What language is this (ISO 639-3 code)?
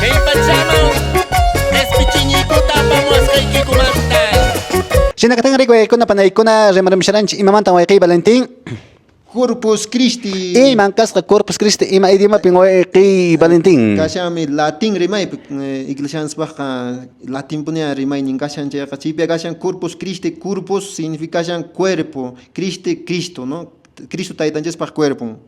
que